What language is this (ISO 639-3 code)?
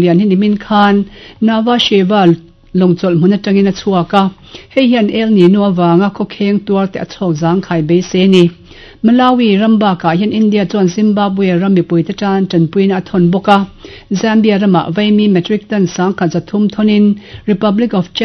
lus